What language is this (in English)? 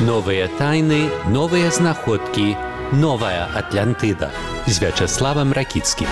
Belarusian